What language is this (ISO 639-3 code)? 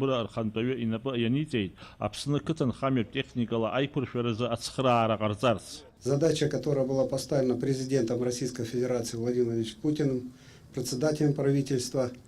abk